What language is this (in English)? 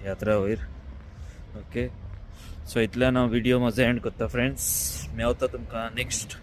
Konkani